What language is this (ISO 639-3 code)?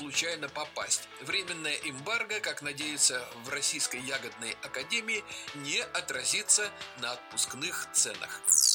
rus